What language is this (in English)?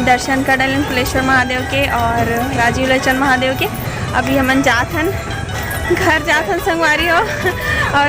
Chhattisgarhi